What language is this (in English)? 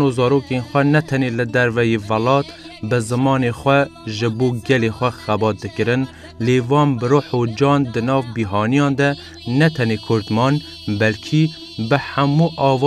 Kurdish